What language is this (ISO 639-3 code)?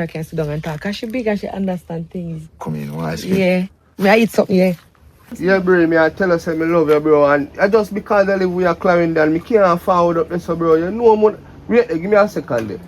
jam